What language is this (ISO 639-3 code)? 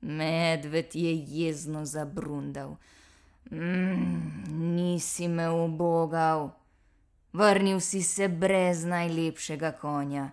slv